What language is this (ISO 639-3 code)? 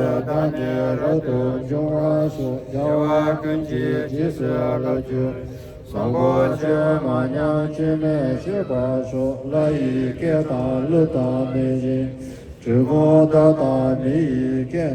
bod